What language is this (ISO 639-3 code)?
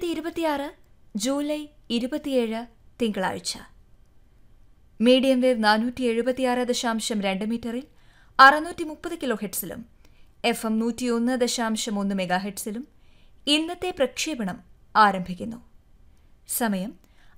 mal